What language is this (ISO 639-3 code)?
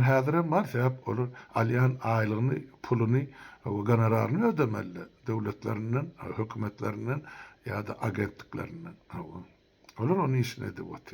tuk